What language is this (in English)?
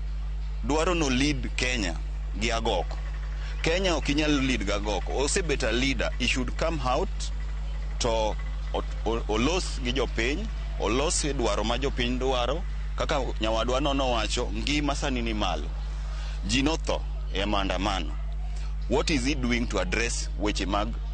Luo (Kenya and Tanzania)